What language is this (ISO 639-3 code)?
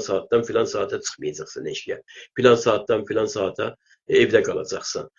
azb